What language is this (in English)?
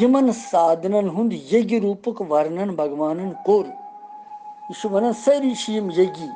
Kashmiri